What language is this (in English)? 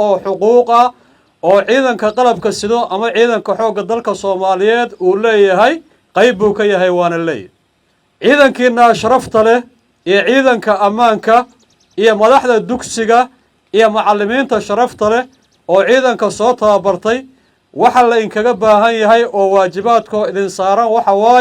Somali